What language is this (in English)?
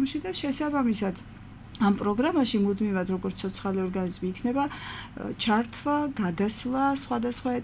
Georgian